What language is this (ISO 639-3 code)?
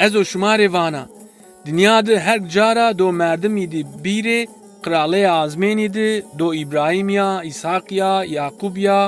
zza